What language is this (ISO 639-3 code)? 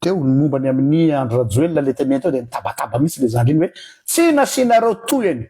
mlg